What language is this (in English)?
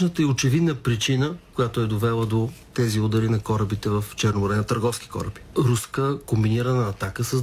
Bulgarian